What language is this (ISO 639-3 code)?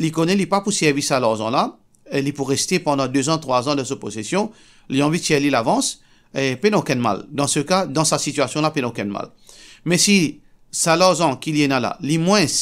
mfe